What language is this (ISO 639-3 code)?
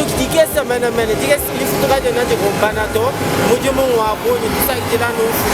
lua